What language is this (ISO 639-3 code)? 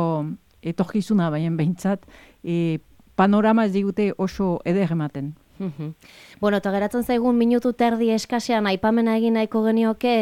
eus